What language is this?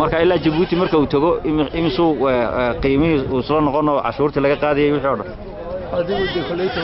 Somali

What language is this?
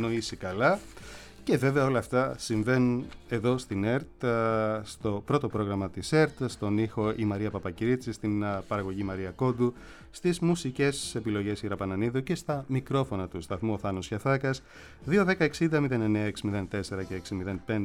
Greek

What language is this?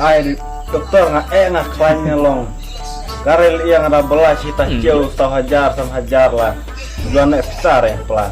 Khasi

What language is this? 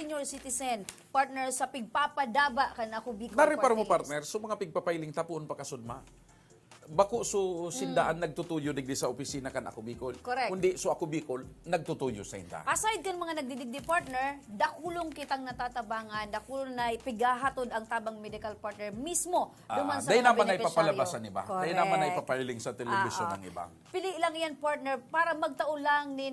Bikol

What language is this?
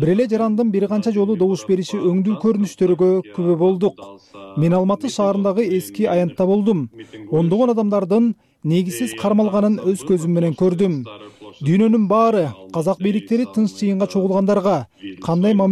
Kyrgyz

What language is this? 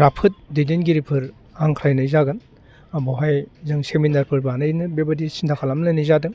Bodo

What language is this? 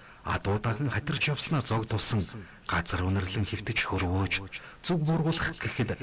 Mongolian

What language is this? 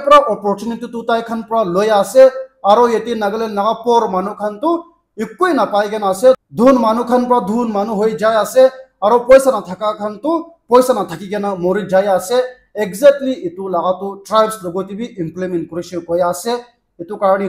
Naga Pidgin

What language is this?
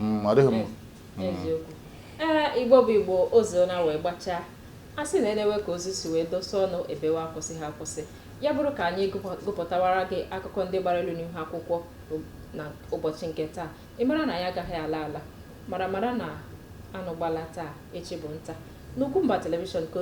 Igbo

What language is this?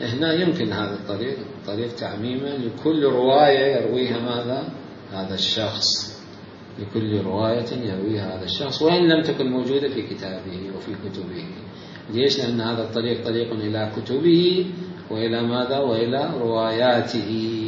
Mesopotamian Arabic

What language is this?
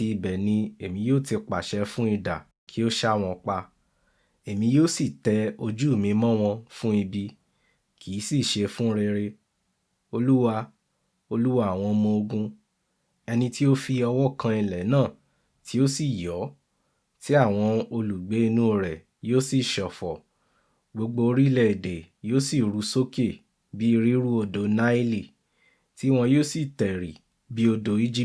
Yoruba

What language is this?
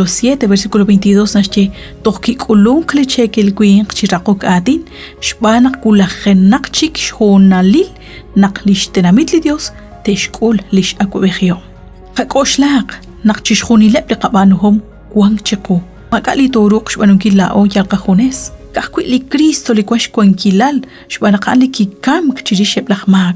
Kekchí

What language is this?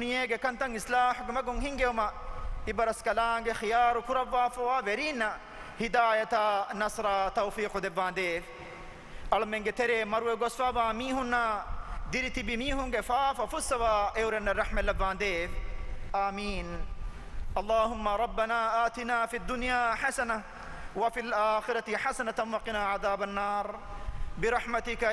Divehi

